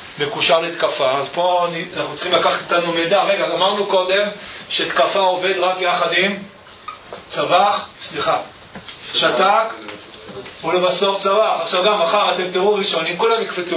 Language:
Hebrew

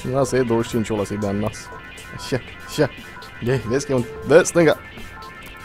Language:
Romanian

